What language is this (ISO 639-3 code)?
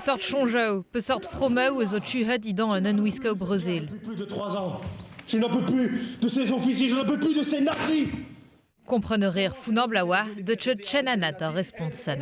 bre